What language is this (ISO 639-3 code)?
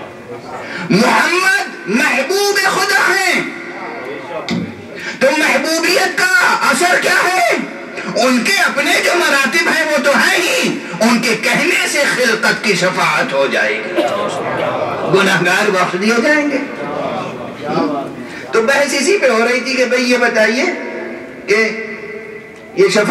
urd